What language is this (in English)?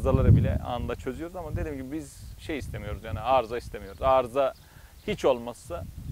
Turkish